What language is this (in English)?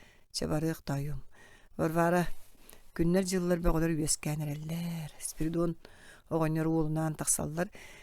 Yakut